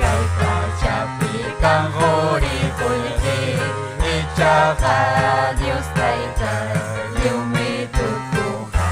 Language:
Ayacucho Quechua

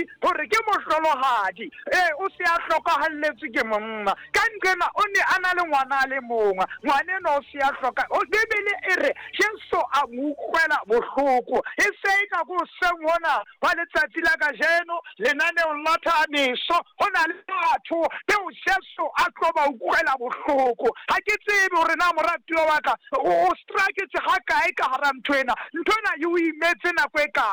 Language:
Southern Sotho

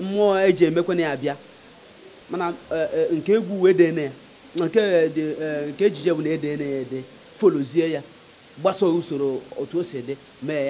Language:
Igbo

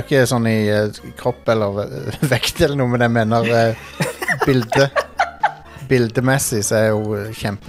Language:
Norwegian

